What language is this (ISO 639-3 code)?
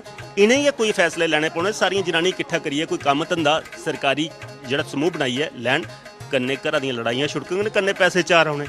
doi